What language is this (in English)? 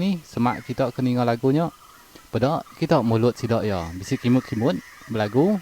Iban